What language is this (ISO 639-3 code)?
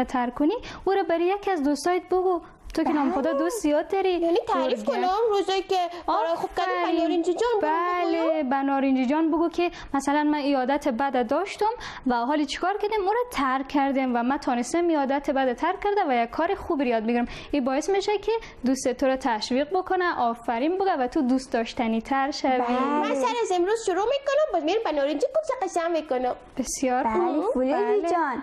fas